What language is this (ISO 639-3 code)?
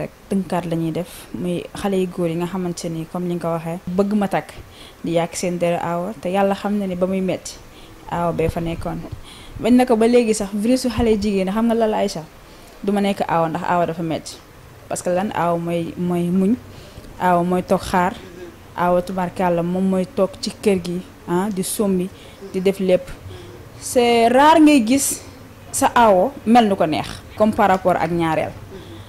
wol